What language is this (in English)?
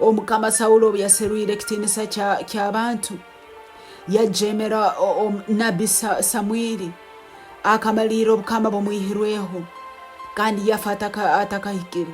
Tooro